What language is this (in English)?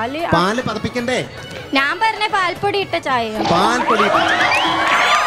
Malayalam